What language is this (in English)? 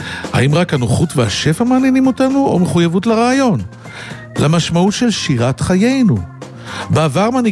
Hebrew